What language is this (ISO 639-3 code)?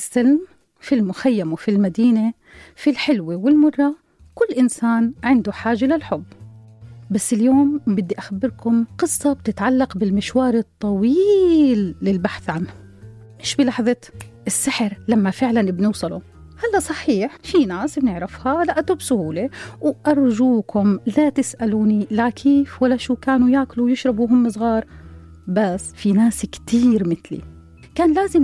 apc